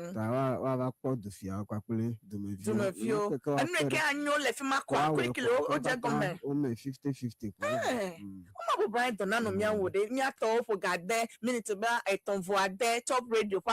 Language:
Ewe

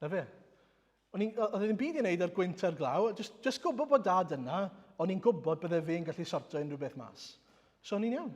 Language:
Welsh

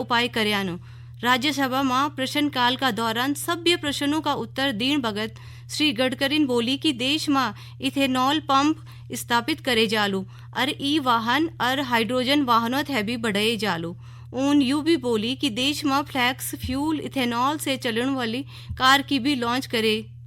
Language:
Garhwali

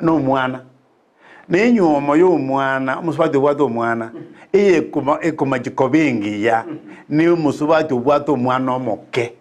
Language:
Gusii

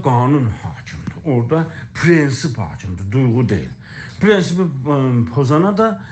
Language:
South Azerbaijani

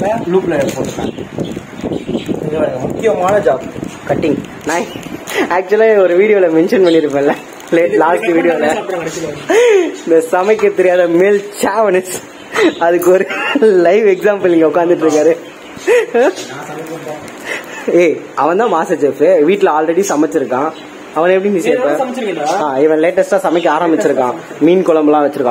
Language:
Tamil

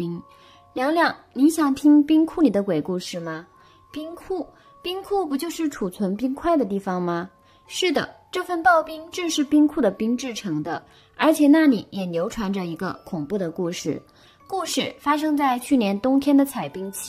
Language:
Chinese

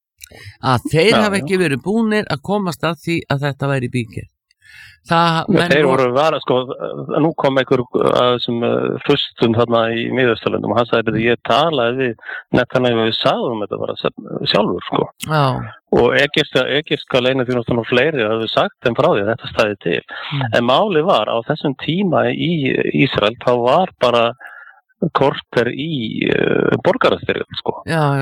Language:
Icelandic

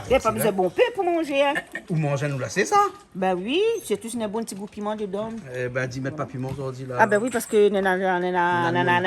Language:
Réunion Creole French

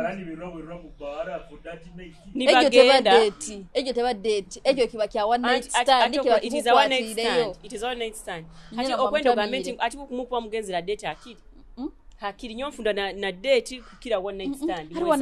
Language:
Nyoro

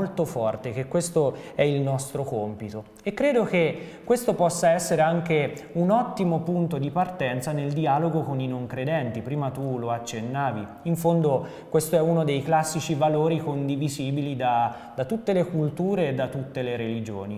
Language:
Italian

